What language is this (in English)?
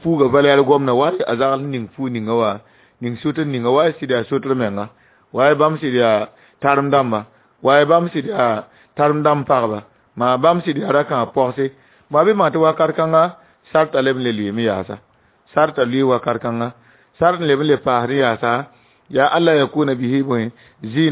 Mossi